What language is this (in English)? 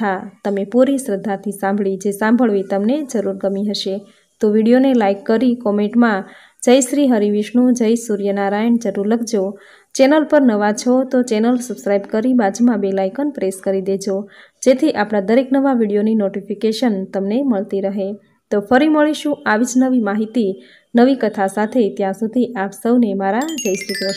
Gujarati